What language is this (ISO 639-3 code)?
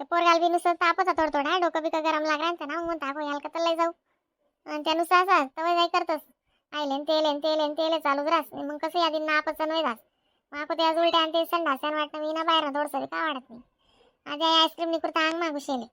khn